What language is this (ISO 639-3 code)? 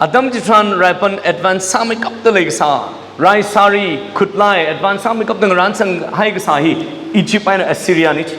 nmf